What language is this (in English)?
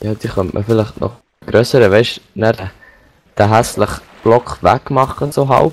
Swiss German